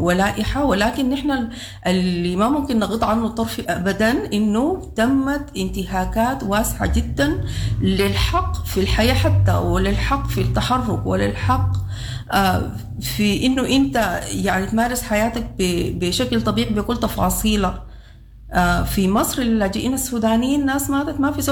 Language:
Sudanese Arabic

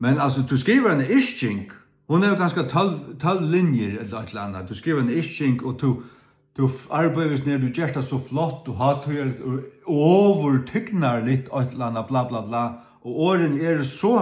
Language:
Faroese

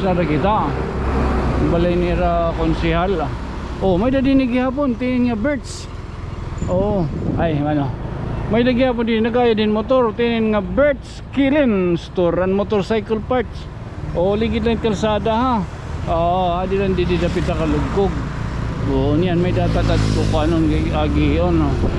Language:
Waray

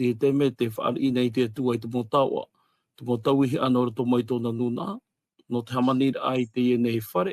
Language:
Tahitian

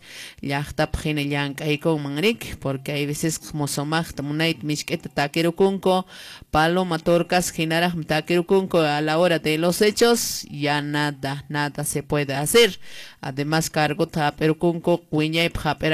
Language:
Quechua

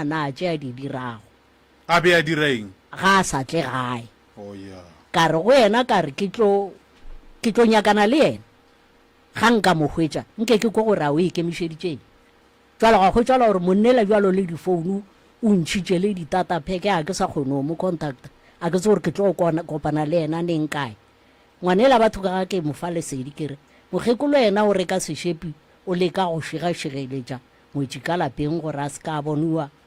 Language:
Northern Sotho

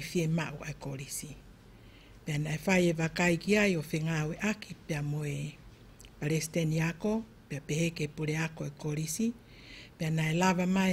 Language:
Tongan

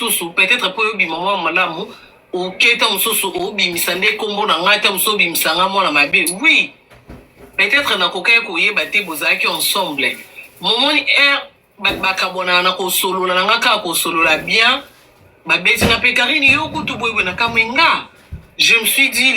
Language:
Lingala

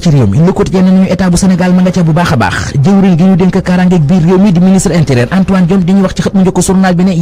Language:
Wolof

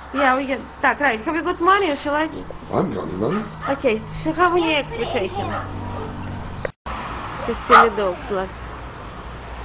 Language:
English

